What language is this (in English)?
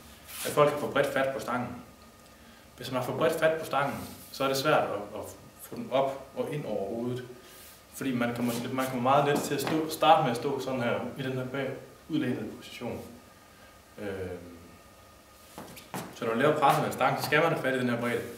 Danish